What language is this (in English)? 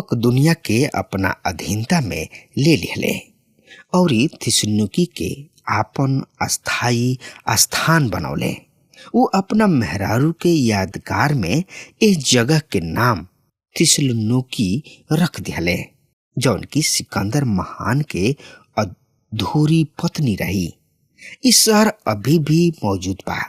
Bhojpuri